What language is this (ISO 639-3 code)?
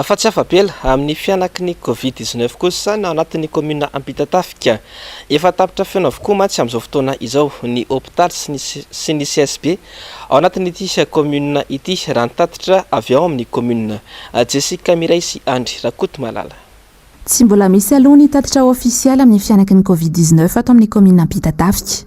mlg